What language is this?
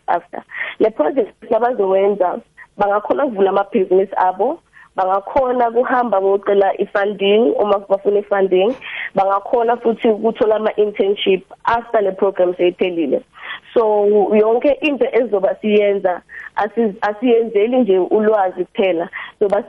South Ndebele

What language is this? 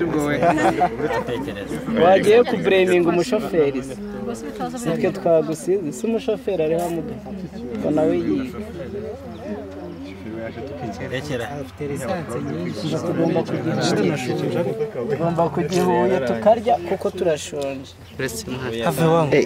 Kinyarwanda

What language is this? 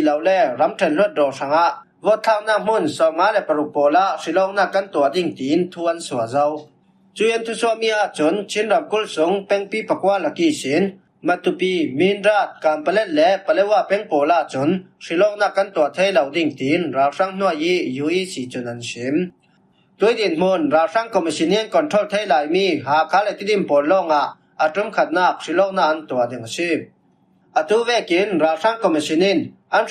Falam Chin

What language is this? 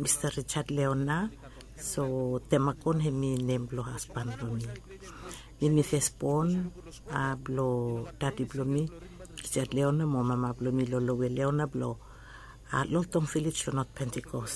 Bislama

